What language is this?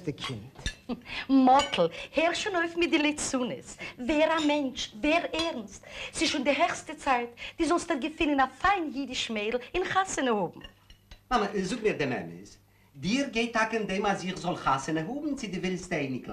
Yiddish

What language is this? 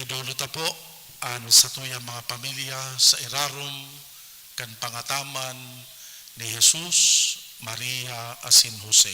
Bikol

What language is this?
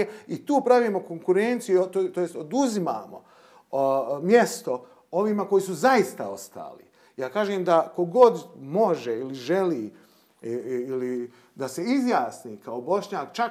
Bosnian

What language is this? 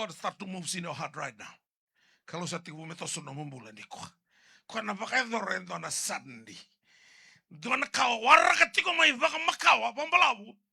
Fijian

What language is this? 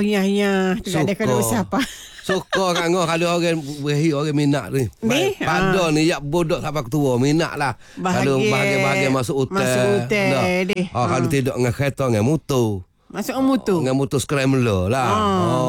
Malay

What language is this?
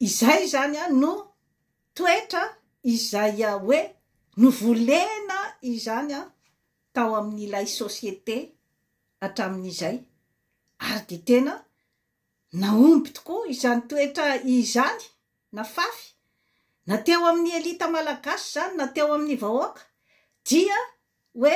Malagasy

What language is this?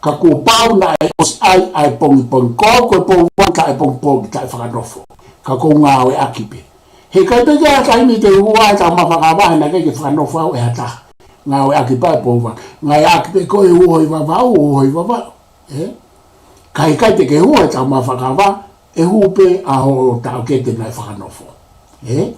Tongan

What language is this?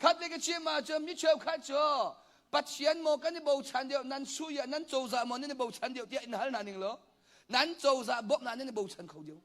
Hakha Chin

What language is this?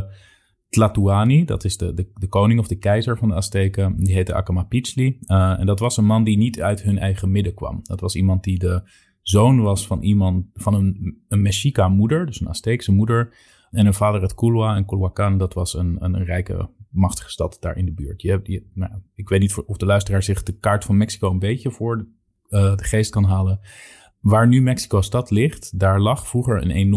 Dutch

